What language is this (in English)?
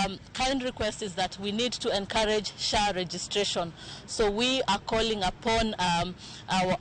Luo (Kenya and Tanzania)